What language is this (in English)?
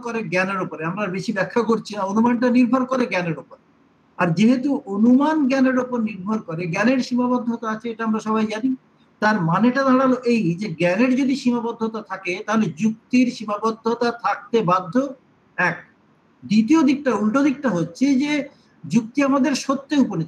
Bangla